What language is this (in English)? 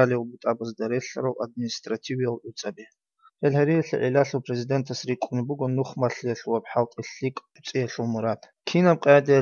Avaric